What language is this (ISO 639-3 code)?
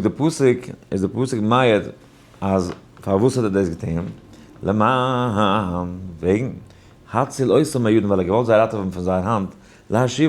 yid